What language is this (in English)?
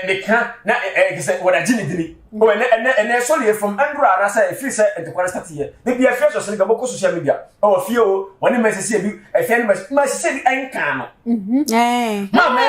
Akan